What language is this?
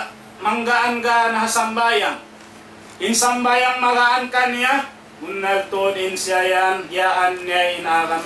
Tausug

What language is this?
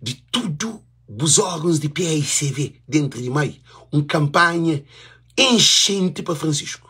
Kabuverdianu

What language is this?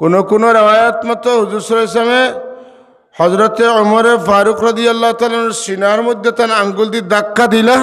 Sylheti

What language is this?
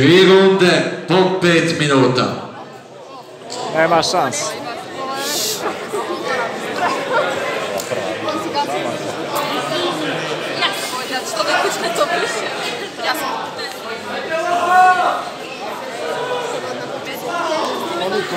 Serbian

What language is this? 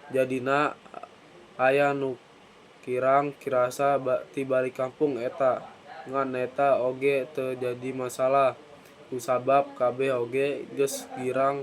Sundanese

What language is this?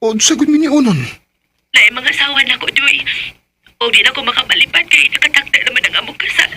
Cebuano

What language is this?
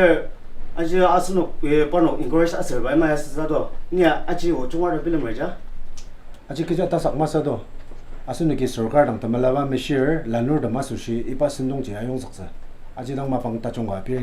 Ao Naga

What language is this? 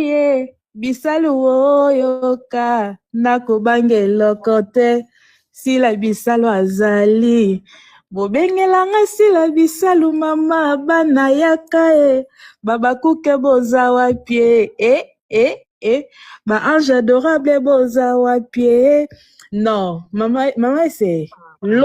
Lingala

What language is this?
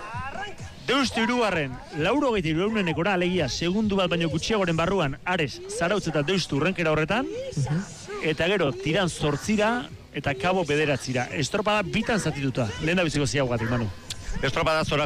Basque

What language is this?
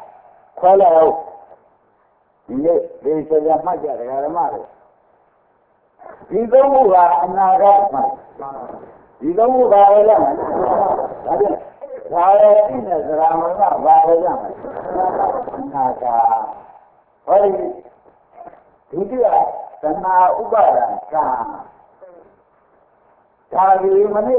Burmese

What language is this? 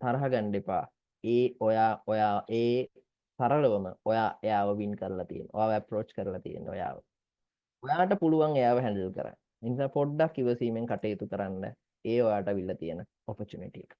Sinhala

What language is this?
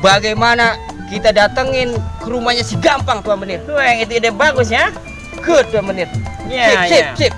Betawi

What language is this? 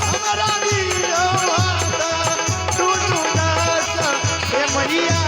Maithili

